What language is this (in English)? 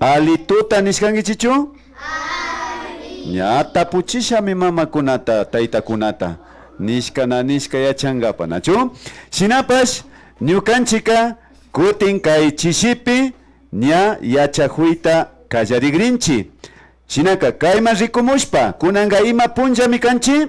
Imbabura Highland Quichua